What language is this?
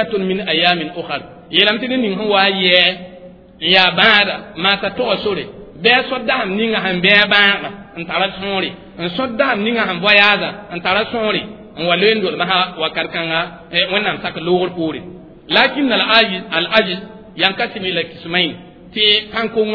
Mossi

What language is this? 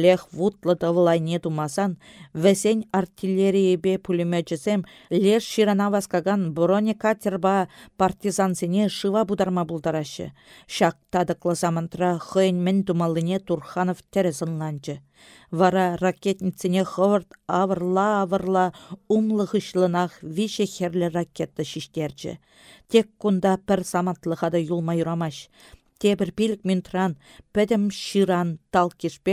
Chuvash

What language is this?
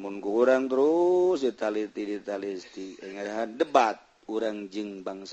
Sundanese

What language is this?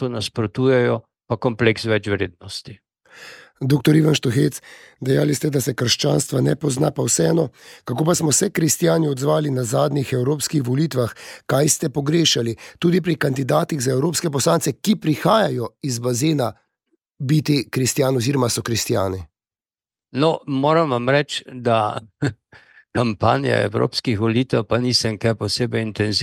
Slovenian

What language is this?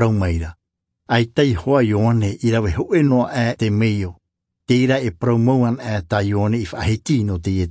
Tahitian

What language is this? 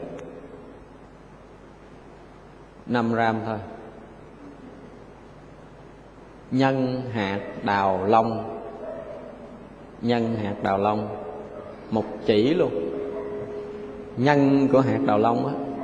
Vietnamese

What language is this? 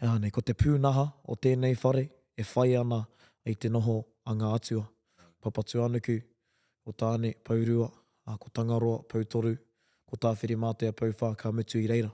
Māori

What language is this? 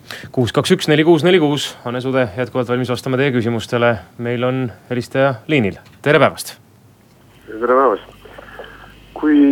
Estonian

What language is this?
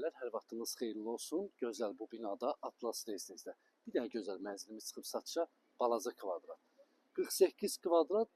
Azerbaijani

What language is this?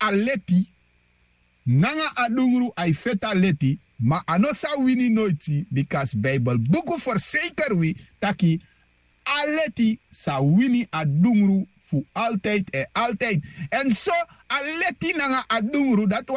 Sranan Tongo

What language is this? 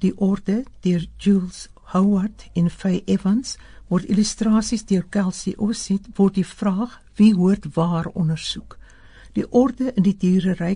Afrikaans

